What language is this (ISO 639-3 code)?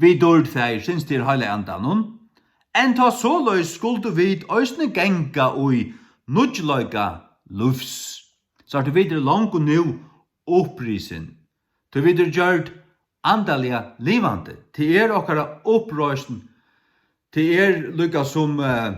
fao